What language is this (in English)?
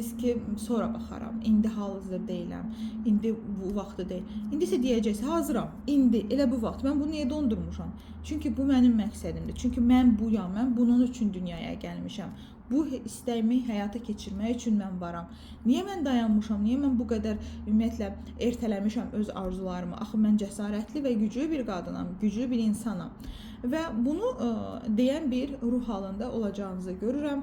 Azerbaijani